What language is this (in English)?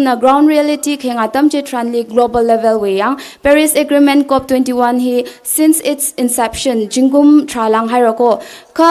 Tangkhul Naga (India)